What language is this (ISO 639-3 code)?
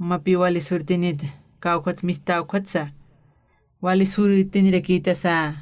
aym